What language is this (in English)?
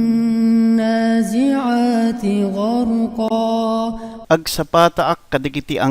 Iloko